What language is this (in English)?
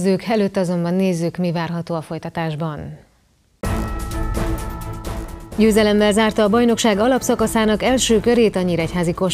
Hungarian